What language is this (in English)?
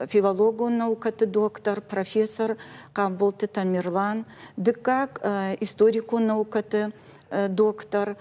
Ossetic